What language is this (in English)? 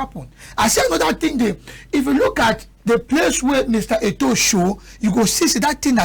Cameroon Pidgin